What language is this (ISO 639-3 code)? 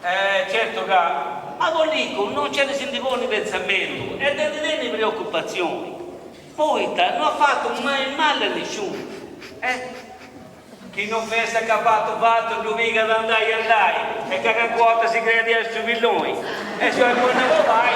srd